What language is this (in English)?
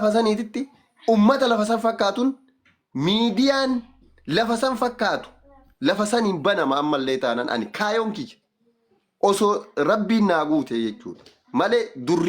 Oromo